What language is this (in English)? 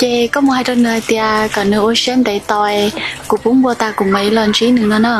Hmong